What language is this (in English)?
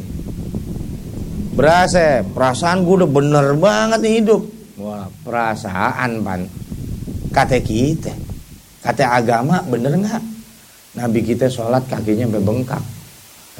Indonesian